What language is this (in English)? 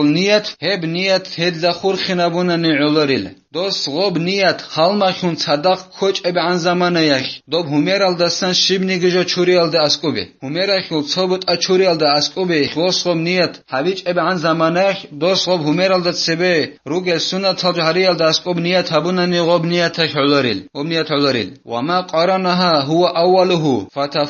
Avaric